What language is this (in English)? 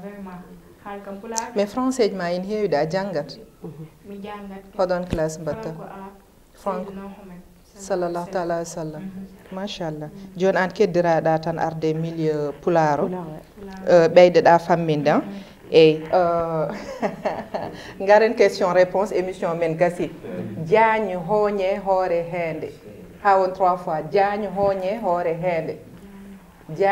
Fula